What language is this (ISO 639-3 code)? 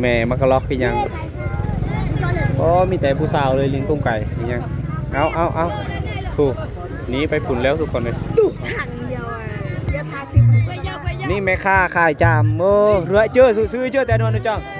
lao